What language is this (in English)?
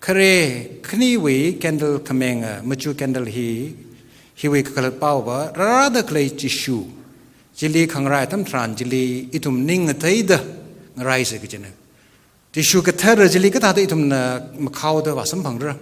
Tangkhul Naga (India)